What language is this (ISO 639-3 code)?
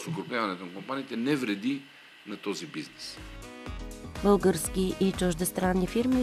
bul